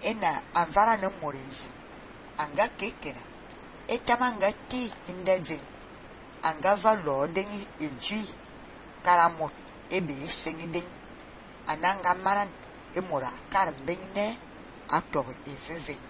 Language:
Fang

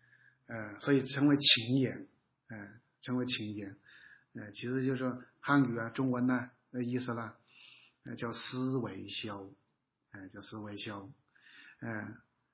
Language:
Chinese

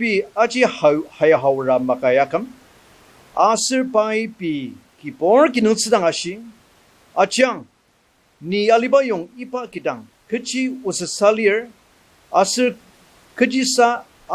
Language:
Ao Naga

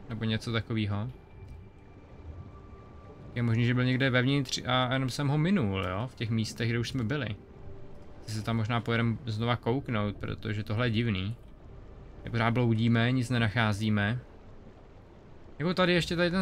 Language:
Czech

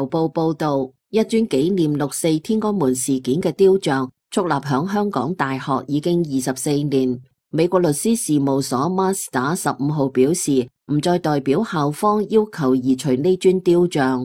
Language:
Cantonese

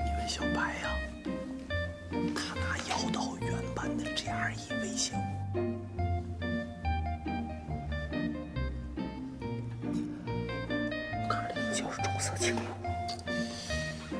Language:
Chinese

